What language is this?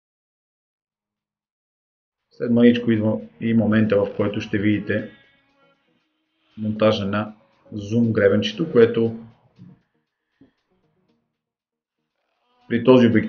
Bulgarian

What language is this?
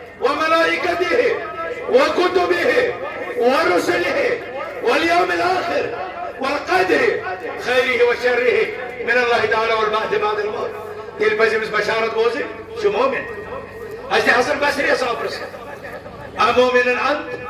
Kashmiri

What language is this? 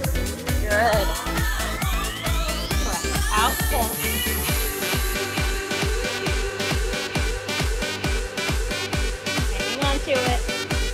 English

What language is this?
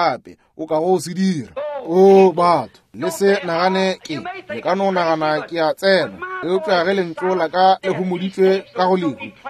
Northern Sotho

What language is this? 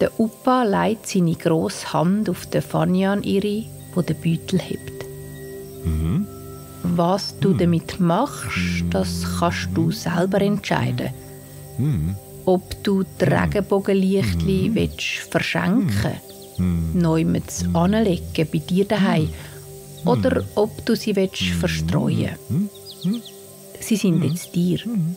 Swiss German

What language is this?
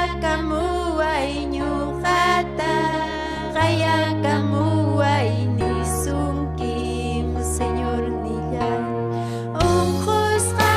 Ayacucho Quechua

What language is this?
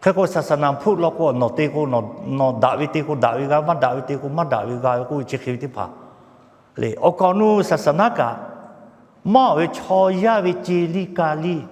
Lahu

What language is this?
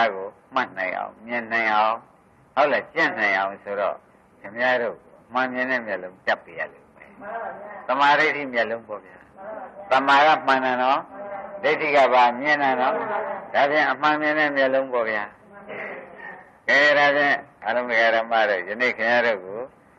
Burmese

